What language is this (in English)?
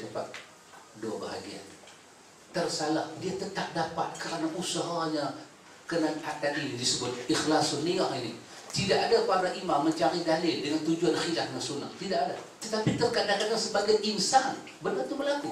Malay